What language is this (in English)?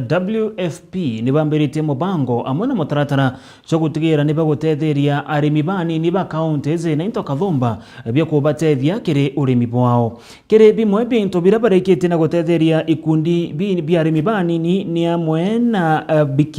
Meru